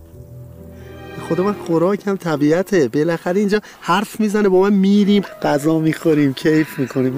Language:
Persian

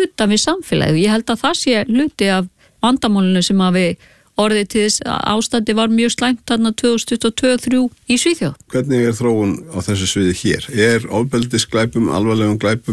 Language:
Icelandic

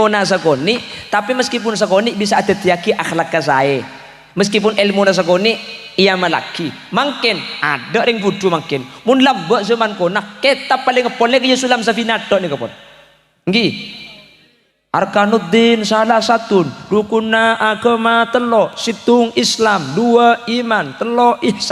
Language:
Madurese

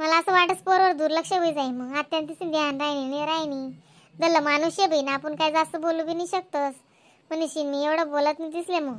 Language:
Khandesi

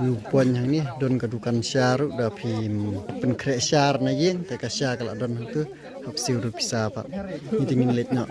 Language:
Khasi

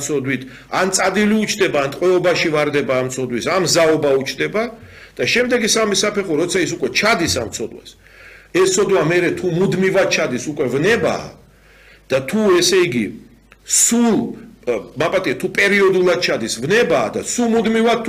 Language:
Georgian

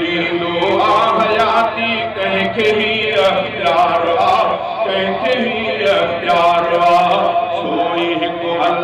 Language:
Sindhi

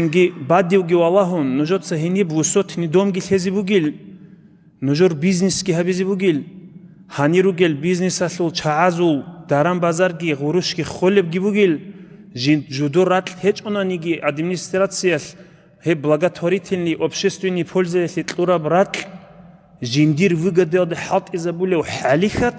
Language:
Avaric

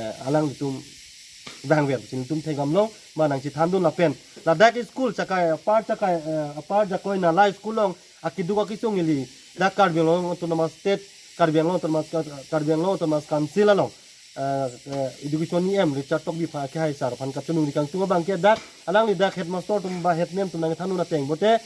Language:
Karbi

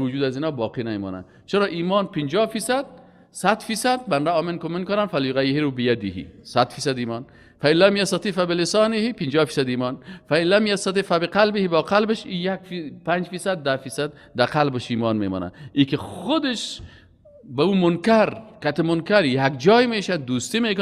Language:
Persian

